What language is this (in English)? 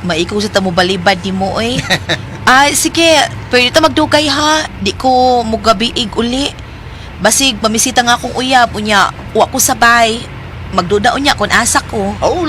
Cebuano